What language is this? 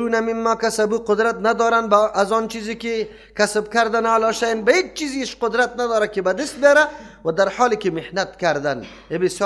Persian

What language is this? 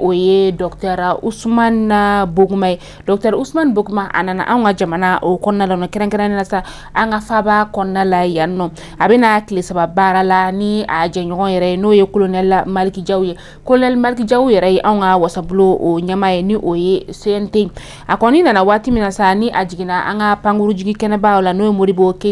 Bambara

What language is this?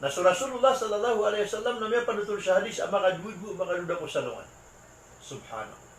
Maranao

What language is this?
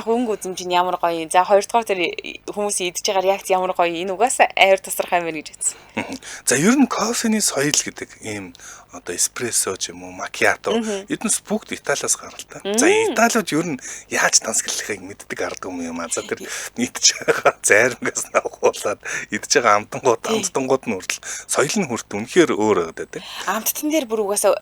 Mongolian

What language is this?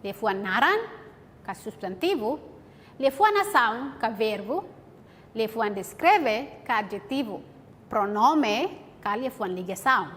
Tetum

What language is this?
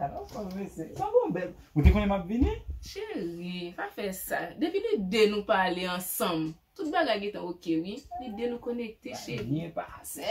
Haitian Creole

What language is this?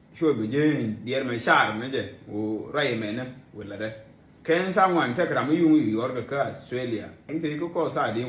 Nuer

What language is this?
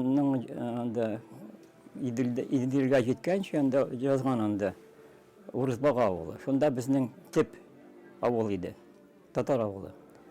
Tatar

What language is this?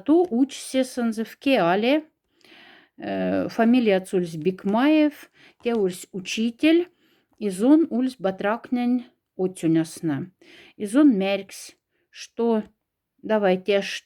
Moksha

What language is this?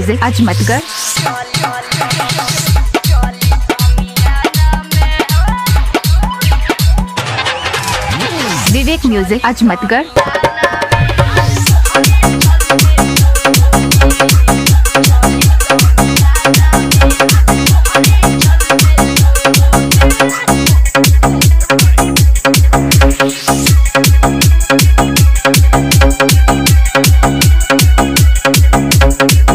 Bhojpuri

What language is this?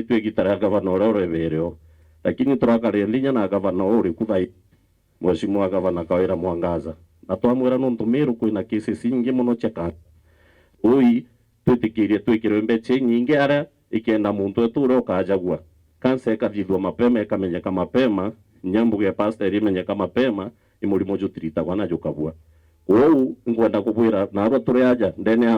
Meru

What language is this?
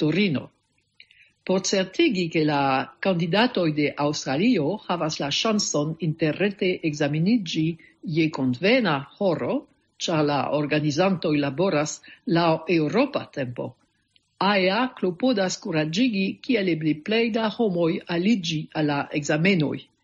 Esperanto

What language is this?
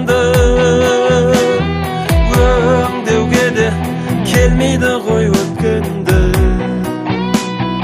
Kazakh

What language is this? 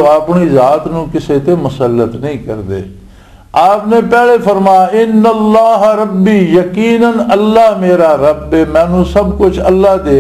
Western Panjabi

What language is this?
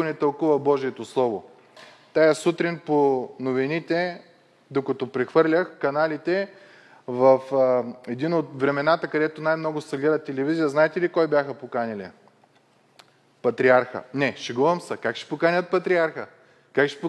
Bulgarian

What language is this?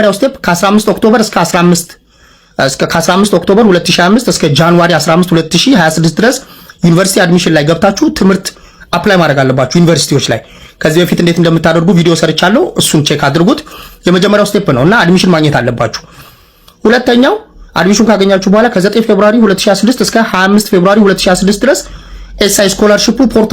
Amharic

